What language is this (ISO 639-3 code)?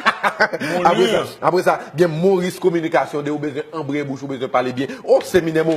hat